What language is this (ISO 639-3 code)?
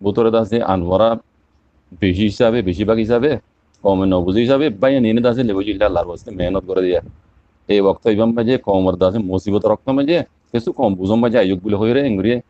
rhg